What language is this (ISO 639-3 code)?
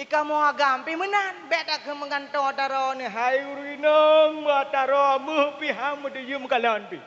ace